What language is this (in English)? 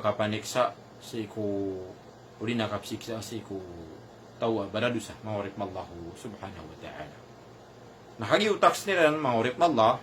Maranao